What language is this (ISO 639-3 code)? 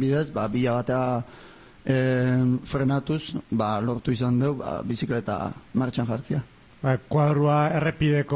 eus